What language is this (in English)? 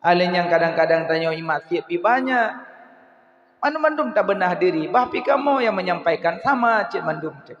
Achinese